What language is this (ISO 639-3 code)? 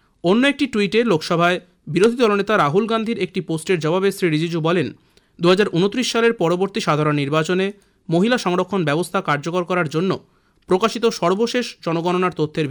ben